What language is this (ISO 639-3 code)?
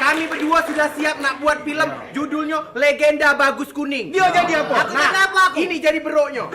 mui